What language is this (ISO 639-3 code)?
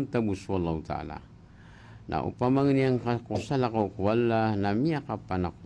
mrw